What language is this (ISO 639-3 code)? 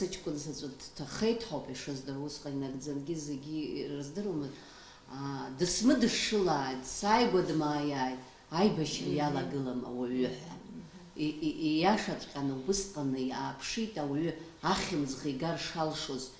abk